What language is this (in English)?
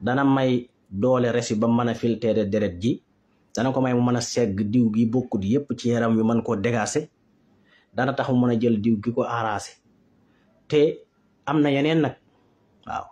Wolof